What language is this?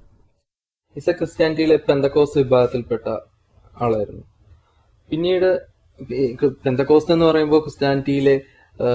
Malayalam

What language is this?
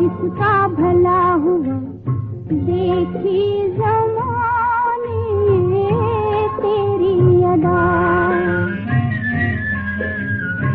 Hindi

